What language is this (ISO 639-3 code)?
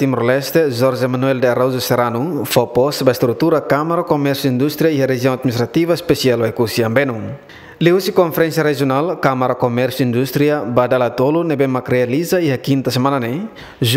tet